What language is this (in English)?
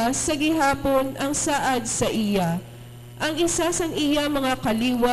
Hiligaynon